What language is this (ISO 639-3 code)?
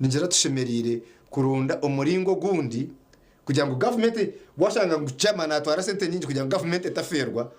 nyn